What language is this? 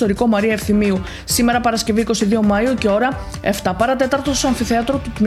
Greek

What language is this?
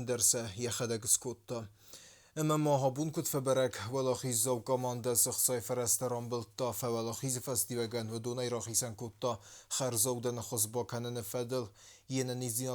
Ossetic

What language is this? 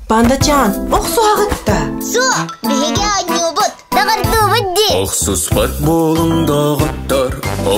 Yakut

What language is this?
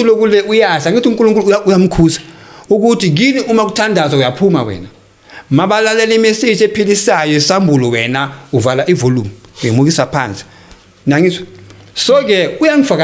Zulu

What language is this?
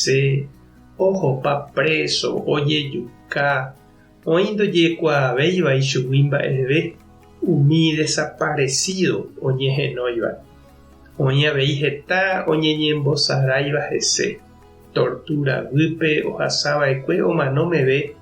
Guarani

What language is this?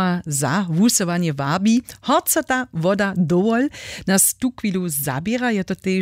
Upper Sorbian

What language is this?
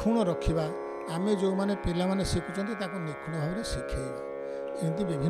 Odia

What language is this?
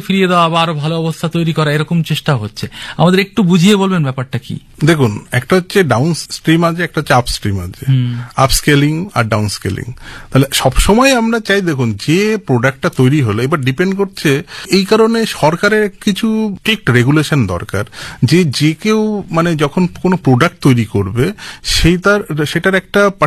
Bangla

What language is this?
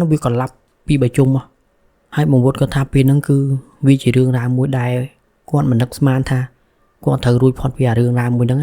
Khmer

